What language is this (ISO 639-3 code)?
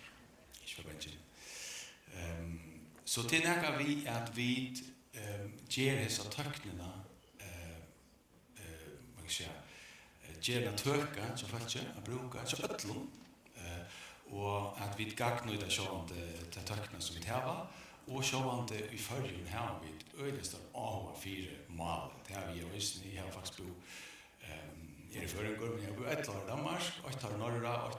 fao